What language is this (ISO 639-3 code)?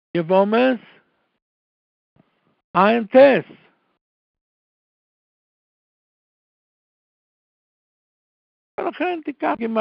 heb